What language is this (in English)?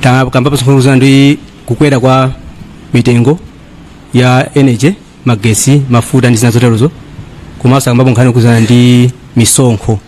Nyanja